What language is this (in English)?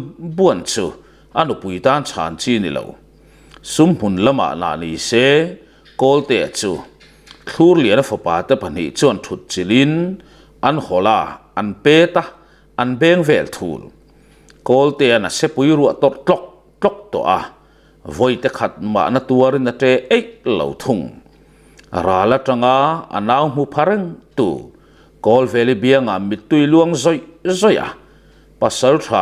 Mizo